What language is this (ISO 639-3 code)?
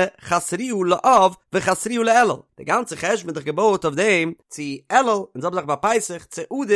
yid